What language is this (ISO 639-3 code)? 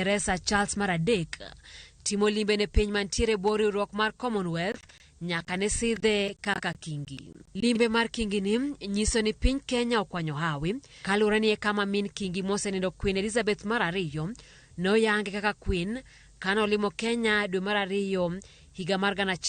luo